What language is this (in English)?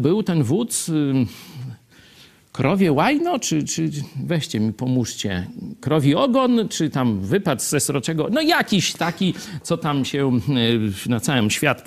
Polish